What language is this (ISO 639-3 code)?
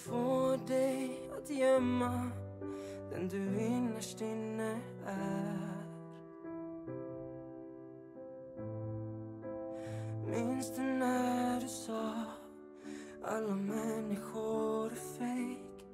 swe